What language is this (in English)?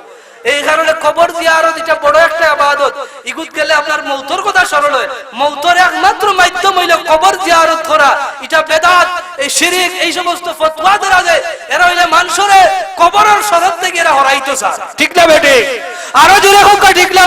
Sylheti